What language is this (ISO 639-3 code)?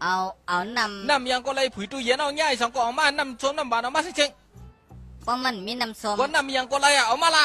shn